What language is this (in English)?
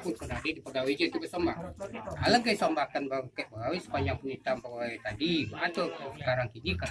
Minangkabau